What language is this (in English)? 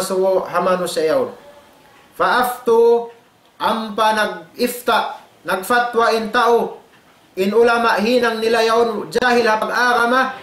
Tausug